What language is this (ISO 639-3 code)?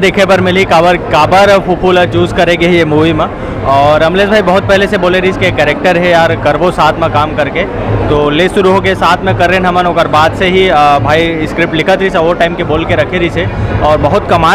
hne